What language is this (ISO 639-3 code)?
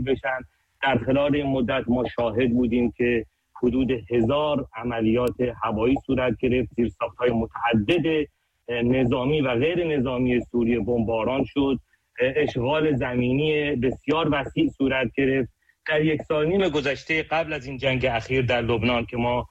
fas